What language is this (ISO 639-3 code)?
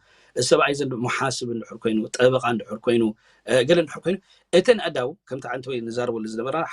tir